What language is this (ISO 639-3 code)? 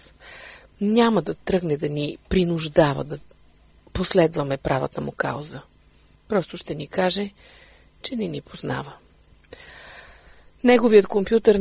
bul